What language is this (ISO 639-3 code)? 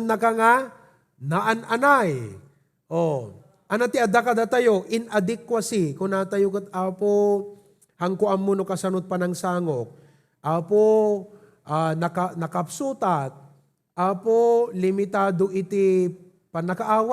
ilo